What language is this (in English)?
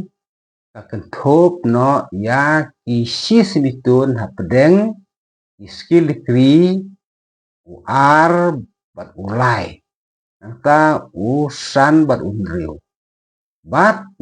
Khasi